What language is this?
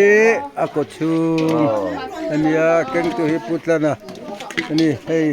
Mizo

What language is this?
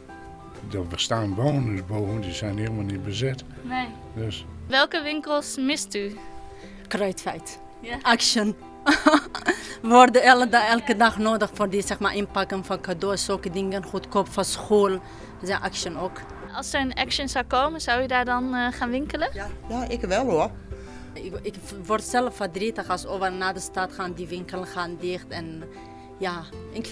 Dutch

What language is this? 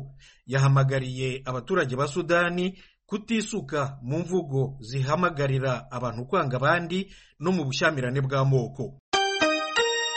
Kinyarwanda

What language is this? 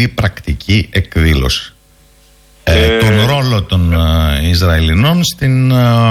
Greek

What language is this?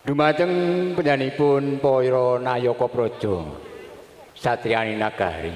Javanese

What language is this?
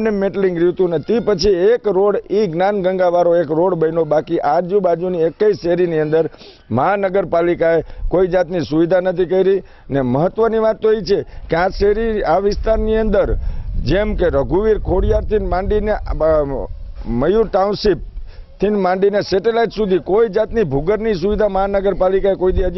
Gujarati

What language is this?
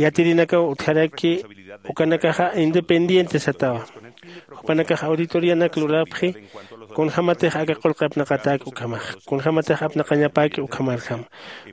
Aymara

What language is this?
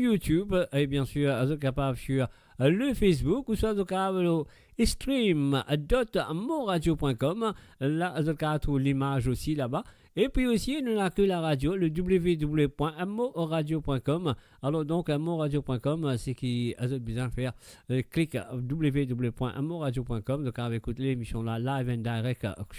Morisyen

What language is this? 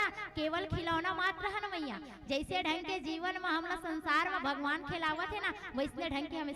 Chhattisgarhi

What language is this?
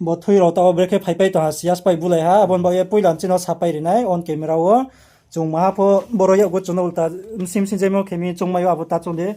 Riang (India)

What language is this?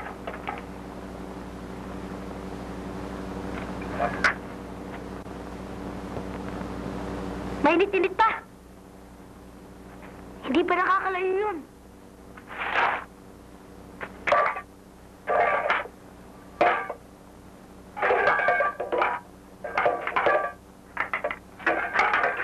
Filipino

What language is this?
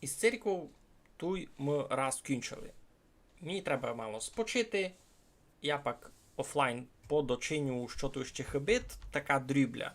Rusyn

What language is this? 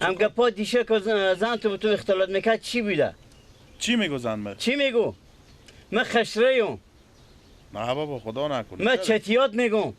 Persian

